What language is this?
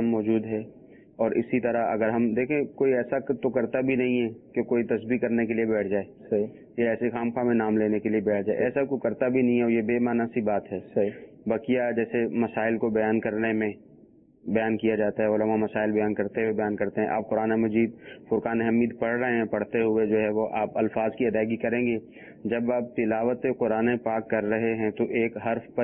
Urdu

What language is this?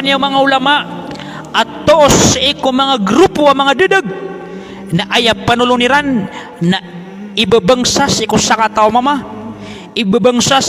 Maranao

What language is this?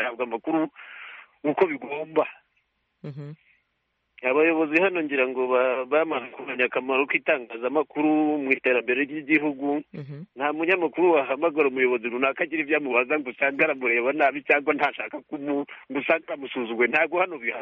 Kinyarwanda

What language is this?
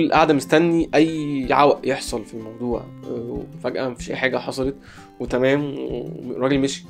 Egyptian Arabic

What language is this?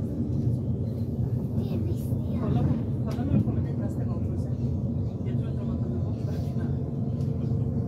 Swedish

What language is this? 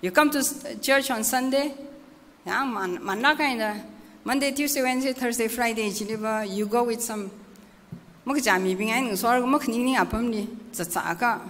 Tangkhul Naga (India)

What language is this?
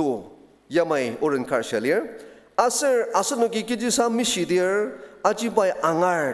Ao Naga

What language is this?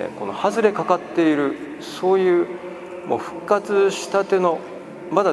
Japanese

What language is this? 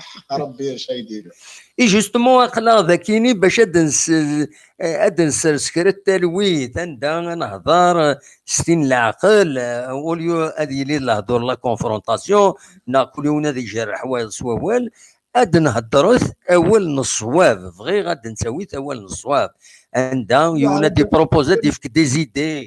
Kabyle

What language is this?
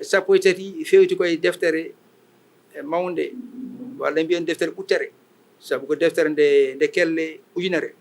Fula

